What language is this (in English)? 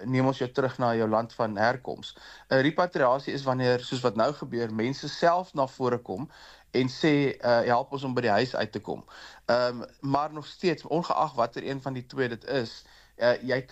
Afrikaans